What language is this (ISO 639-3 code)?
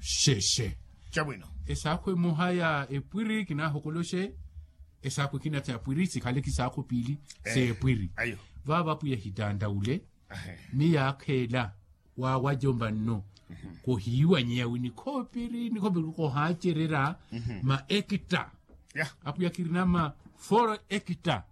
vmw